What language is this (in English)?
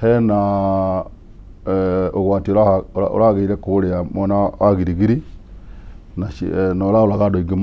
Kikuyu